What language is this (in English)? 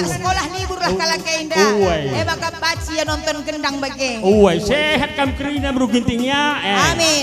Batak Karo